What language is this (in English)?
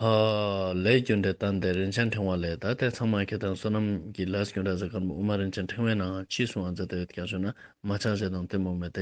Ladakhi